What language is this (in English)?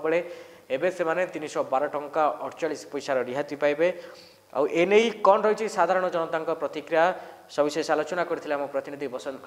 Odia